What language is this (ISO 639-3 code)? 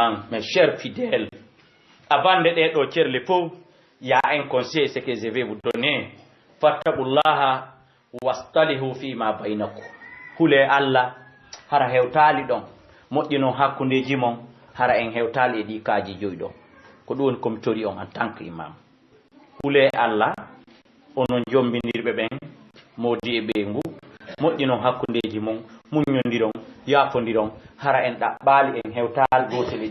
ful